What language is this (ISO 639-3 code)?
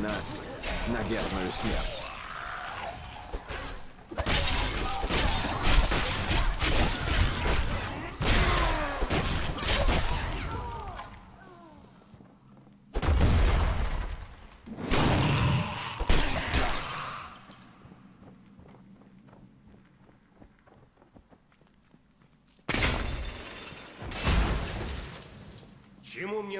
rus